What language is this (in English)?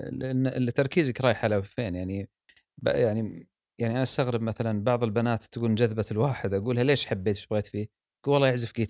Gulf Arabic